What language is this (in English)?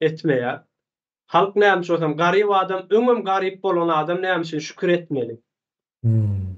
Turkmen